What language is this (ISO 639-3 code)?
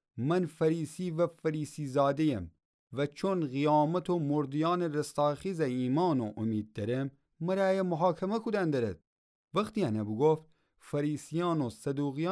glk